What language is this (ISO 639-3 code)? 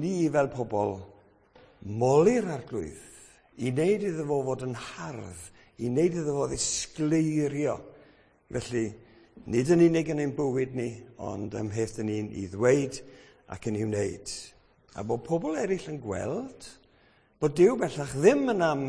cym